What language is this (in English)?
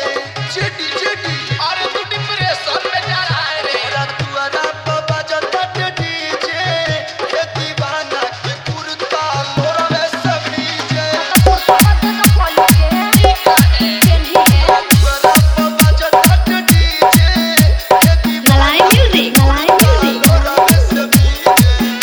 Bhojpuri